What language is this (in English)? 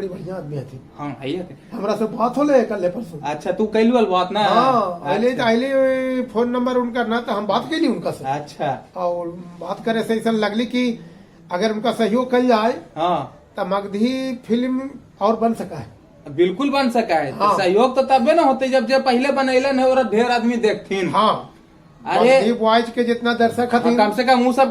Magahi